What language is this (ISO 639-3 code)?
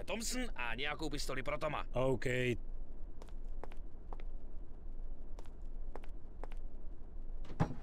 ces